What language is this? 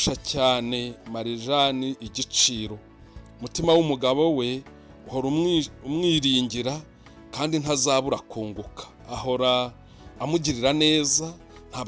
Kinyarwanda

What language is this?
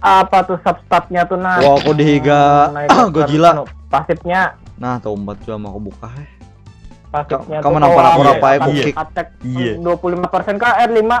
Banjar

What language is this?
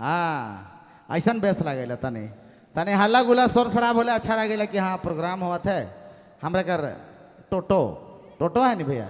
Sadri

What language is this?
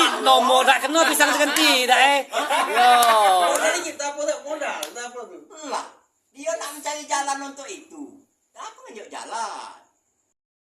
Musi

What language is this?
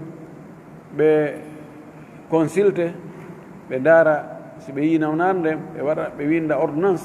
Fula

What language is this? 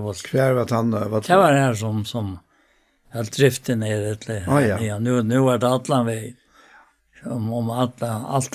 Faroese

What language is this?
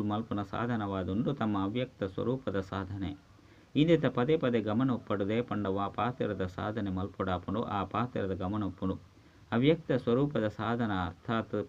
Tulu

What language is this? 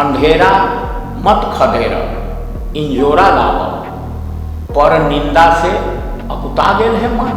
Magahi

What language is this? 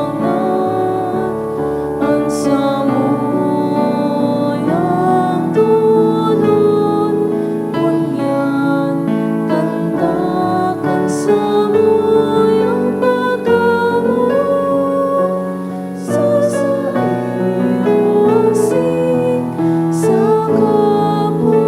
Bikol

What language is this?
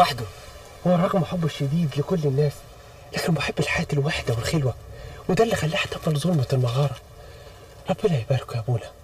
Egyptian Arabic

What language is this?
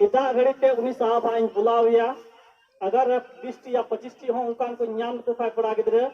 Santali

